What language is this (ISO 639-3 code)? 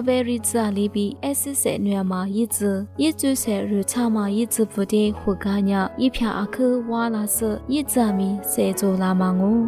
lis